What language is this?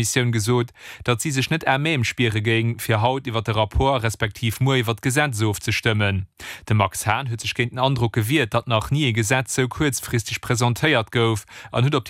Luxembourgish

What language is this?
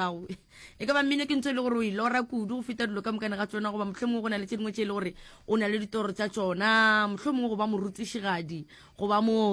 Northern Sotho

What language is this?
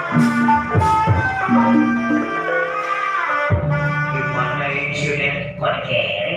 Betawi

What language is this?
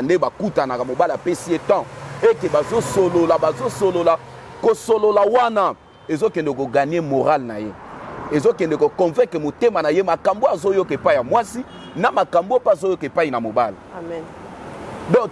Lingala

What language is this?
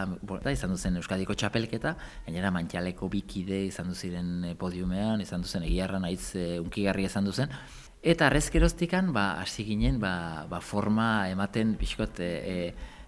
Basque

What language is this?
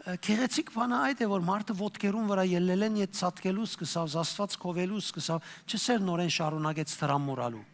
Western Armenian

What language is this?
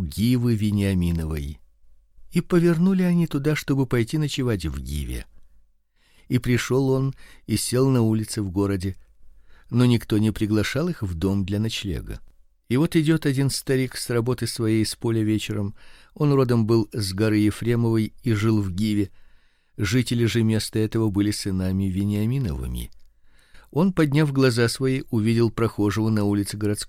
Russian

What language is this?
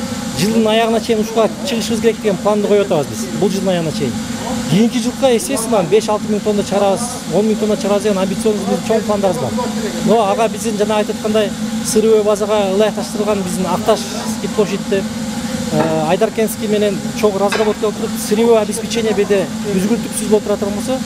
Kyrgyz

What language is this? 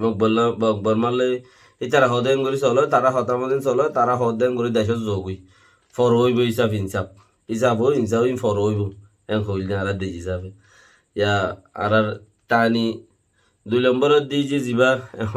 Rohingya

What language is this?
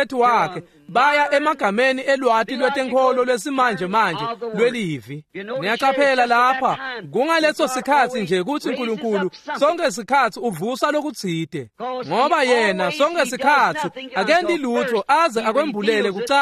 Swati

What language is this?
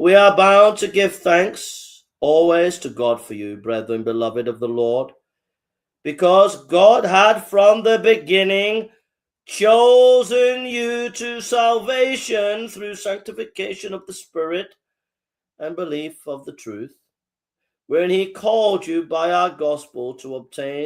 English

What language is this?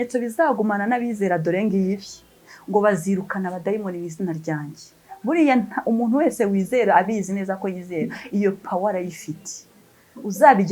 Kinyarwanda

